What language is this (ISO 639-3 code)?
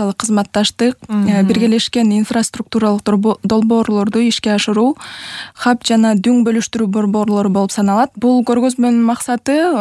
kir